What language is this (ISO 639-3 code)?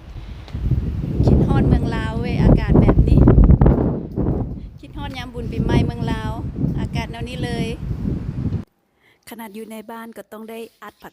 lao